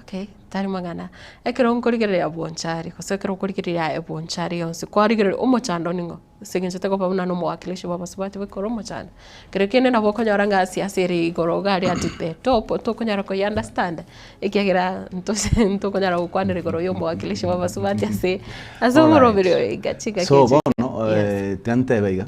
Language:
Gusii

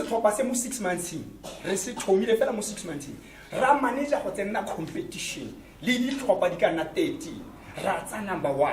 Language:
Tswana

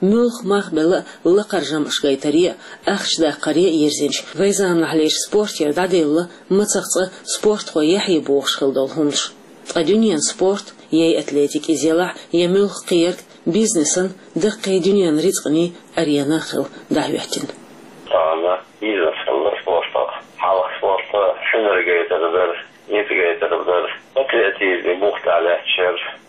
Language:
Chechen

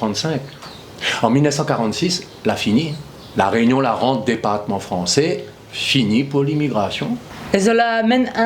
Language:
Réunion Creole French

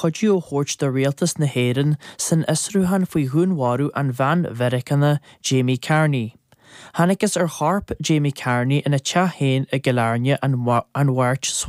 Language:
Irish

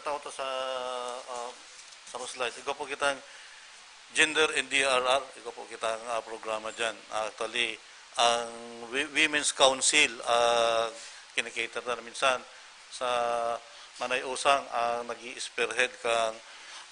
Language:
Bikol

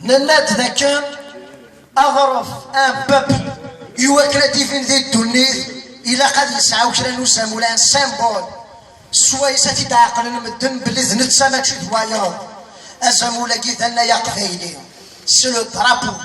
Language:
Kabyle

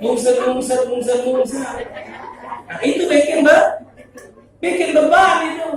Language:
Musi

